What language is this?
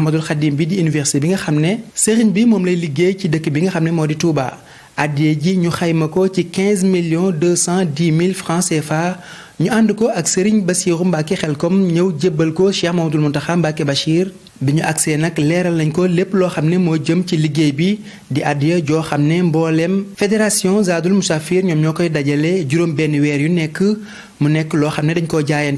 Wolof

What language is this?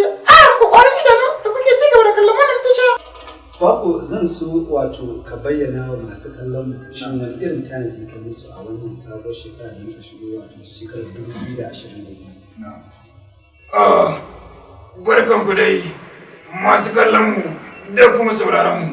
Hausa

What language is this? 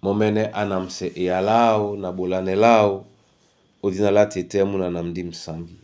Duala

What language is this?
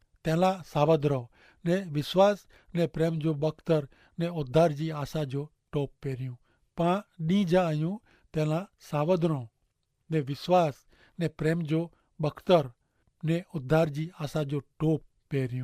Kachhi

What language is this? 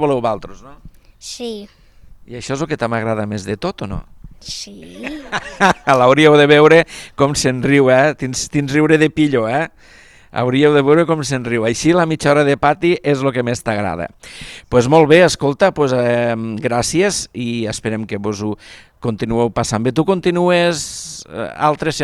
Catalan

